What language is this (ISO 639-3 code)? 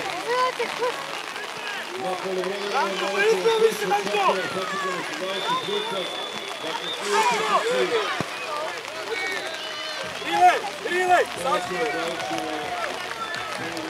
srp